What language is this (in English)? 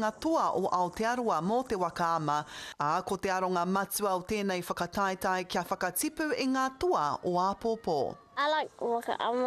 Māori